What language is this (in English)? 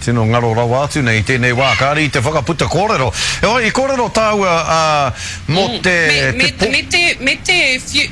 Māori